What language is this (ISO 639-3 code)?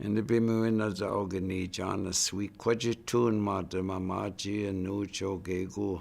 ciw